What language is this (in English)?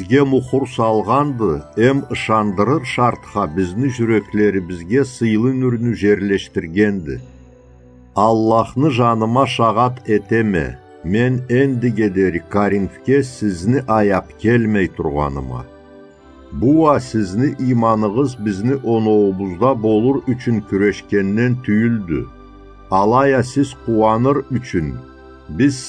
Karachay-Balkar